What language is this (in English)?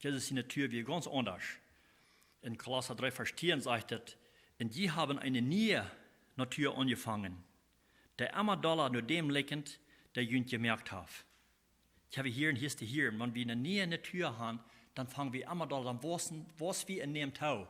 Plautdietsch